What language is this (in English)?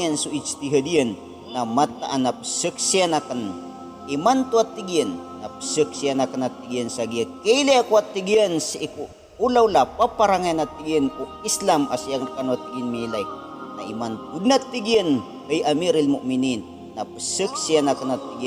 Maranao